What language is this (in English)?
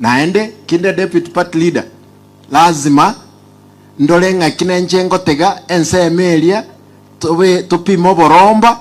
Gusii